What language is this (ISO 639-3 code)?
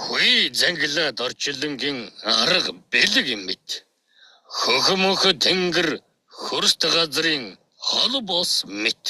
mon